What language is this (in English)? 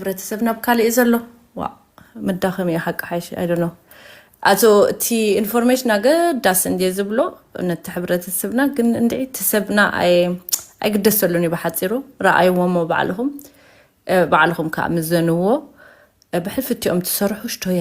Tigrinya